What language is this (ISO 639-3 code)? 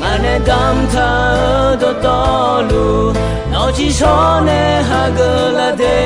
ahk